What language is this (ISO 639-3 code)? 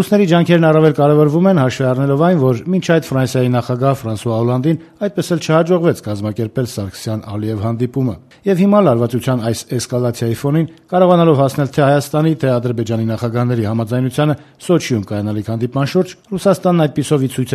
hye